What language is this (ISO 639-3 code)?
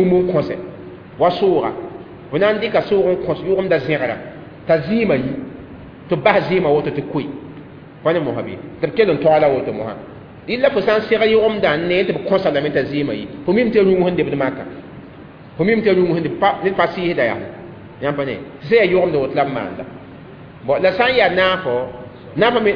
mos